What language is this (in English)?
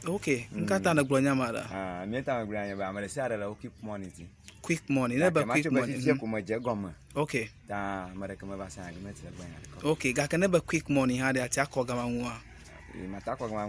Ewe